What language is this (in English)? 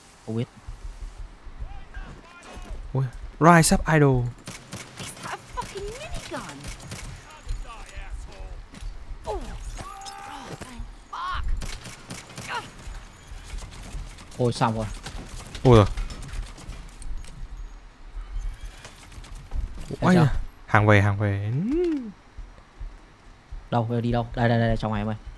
Vietnamese